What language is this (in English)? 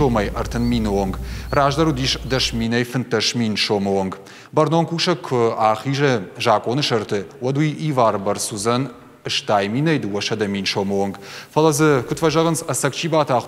Ossetic